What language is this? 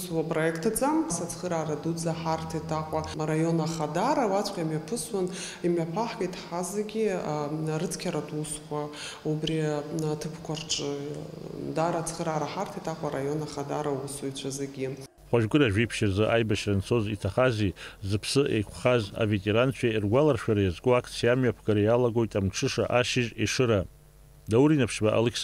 Abkhazian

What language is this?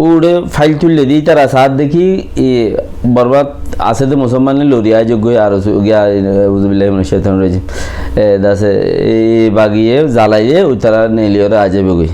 Rohingya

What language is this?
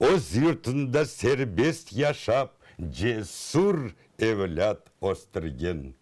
Crimean Tatar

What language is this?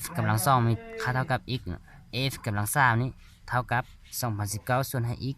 Lao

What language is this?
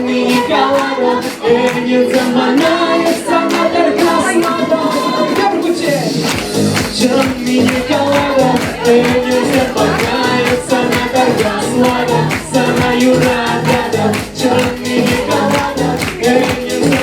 Chuvash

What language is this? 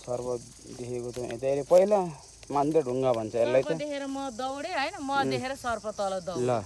Nepali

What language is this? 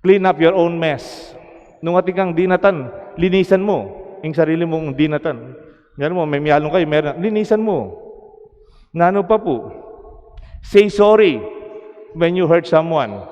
Pampanga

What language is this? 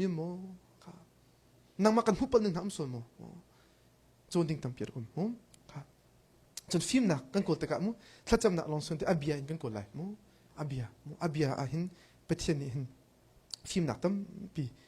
Hakha Chin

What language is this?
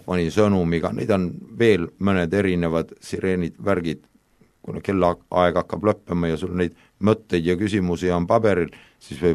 Estonian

